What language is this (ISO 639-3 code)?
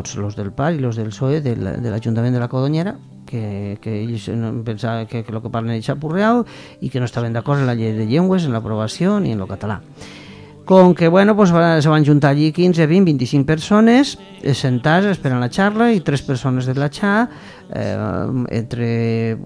cat